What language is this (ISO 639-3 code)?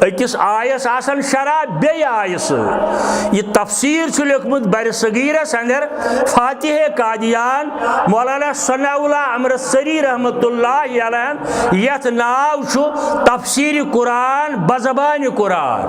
kas